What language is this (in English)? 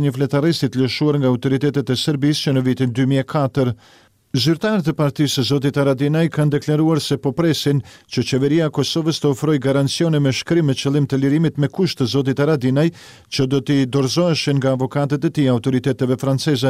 Albanian